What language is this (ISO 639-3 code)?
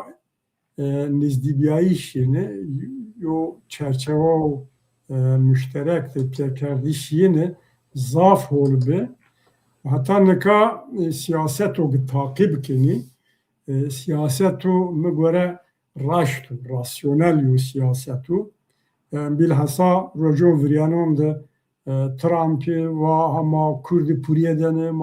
zza